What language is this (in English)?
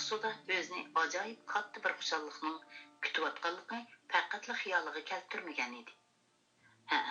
Uyghur